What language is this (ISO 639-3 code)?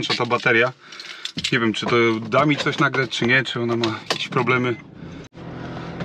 pol